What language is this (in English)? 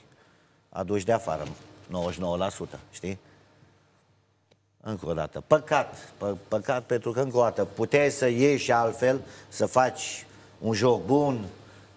Romanian